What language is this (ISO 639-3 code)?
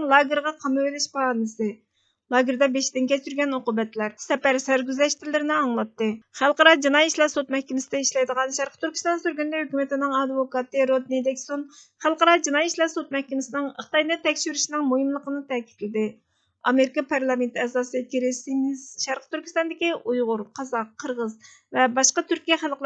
uig